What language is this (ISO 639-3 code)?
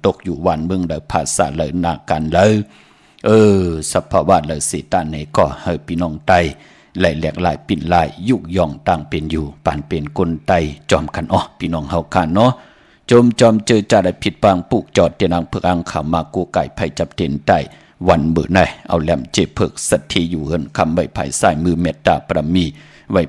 shn